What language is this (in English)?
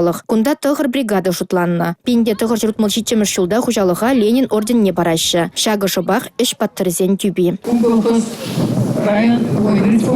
Chuvash